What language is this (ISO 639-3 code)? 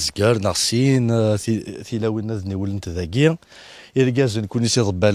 kab